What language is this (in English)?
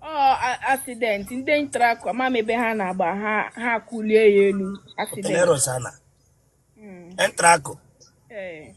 Igbo